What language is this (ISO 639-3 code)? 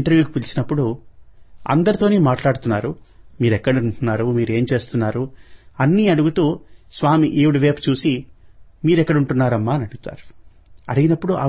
tel